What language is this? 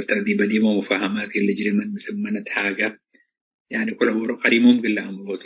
Tigre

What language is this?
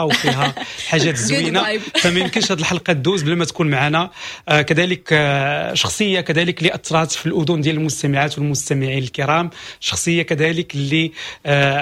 Moroccan Arabic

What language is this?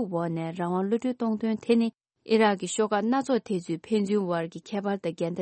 Tibetan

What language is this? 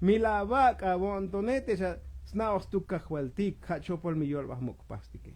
Tzotzil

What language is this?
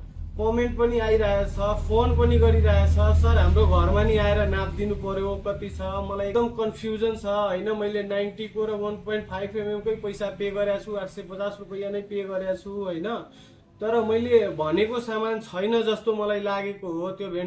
Nepali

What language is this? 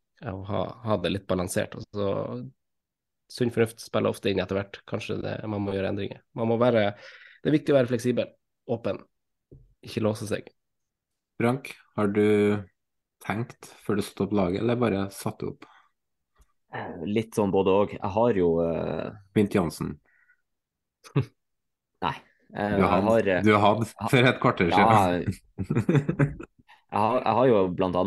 Norwegian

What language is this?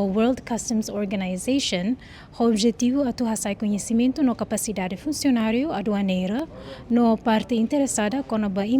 Tetum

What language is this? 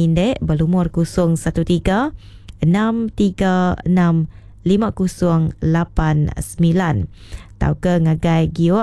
Iban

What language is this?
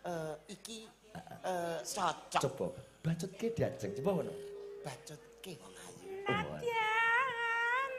Javanese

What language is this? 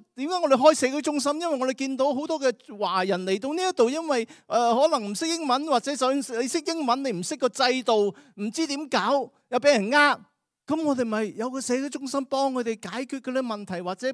Cantonese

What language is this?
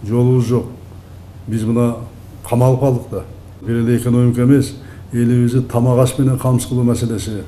Kyrgyz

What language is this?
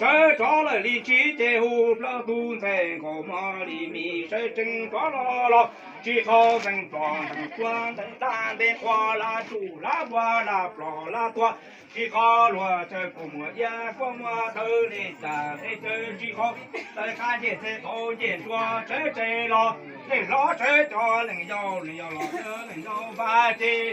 Hmong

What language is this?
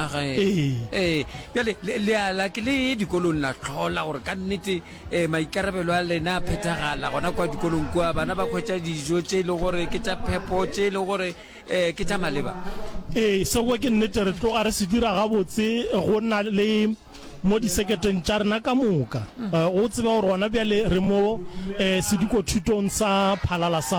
Northern Sotho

